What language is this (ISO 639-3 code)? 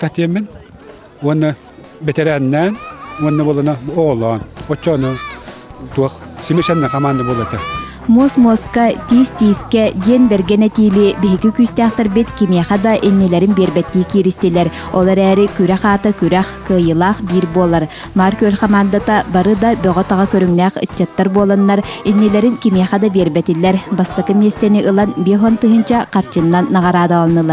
sah